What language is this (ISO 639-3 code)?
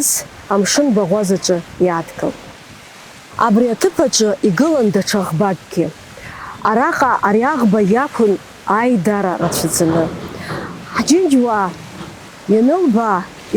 abk